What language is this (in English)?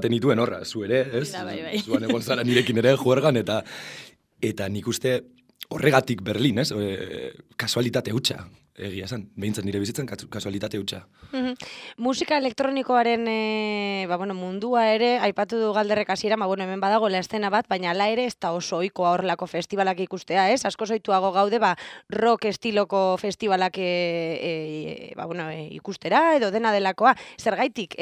Basque